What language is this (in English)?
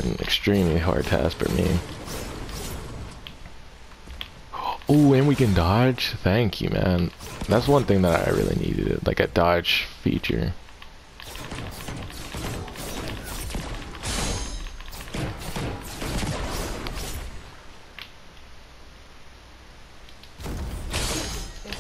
English